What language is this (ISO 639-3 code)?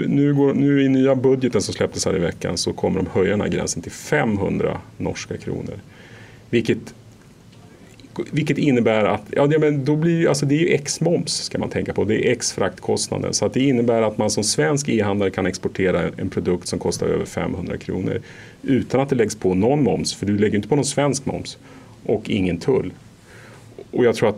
swe